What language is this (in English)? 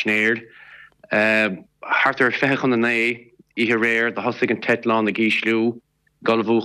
Irish